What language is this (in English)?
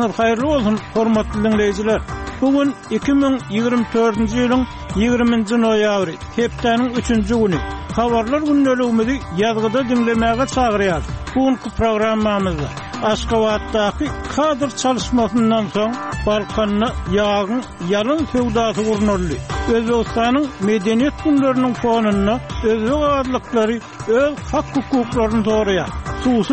Turkmen